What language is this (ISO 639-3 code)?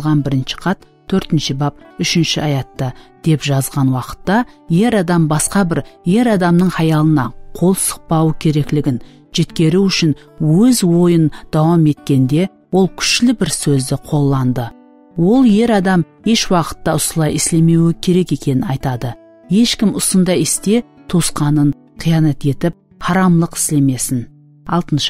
kaa